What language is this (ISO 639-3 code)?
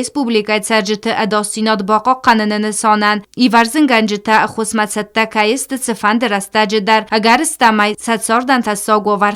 oss